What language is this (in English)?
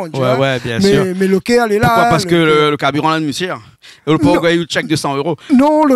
Réunion Creole French